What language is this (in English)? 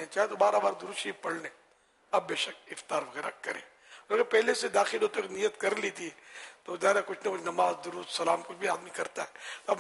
Urdu